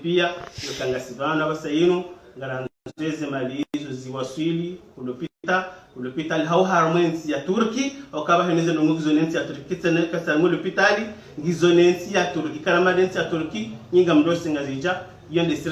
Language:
Ngazidja Comorian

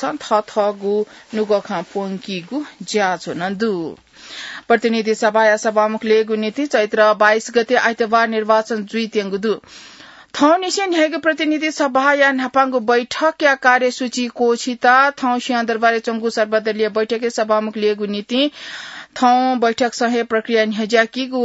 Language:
Newari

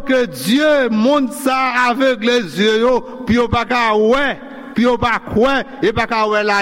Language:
Haitian Creole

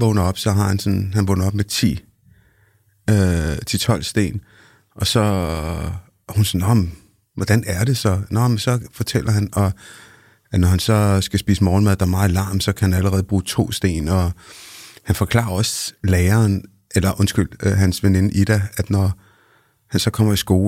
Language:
Danish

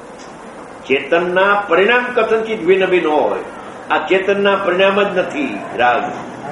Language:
Gujarati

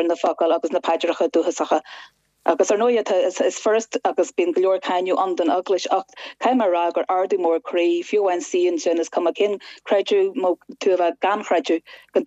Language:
Irish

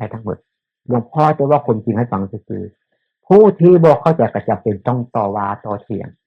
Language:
Northeastern Thai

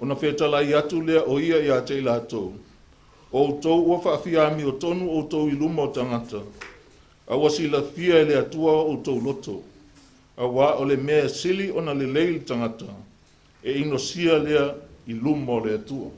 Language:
Samoan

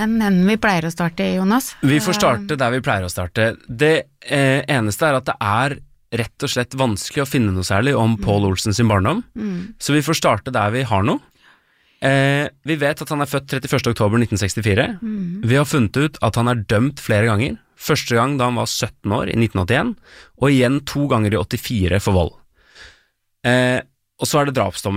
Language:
Norwegian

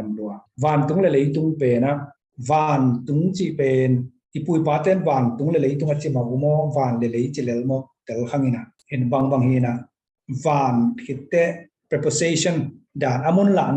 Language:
Tedim Chin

